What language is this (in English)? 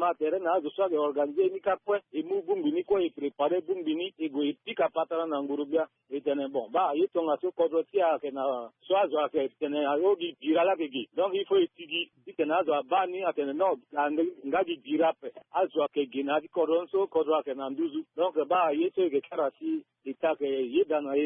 Sango